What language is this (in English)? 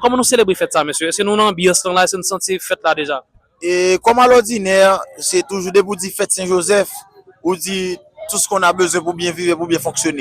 Haitian Creole